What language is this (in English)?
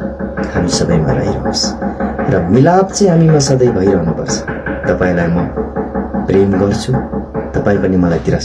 Nepali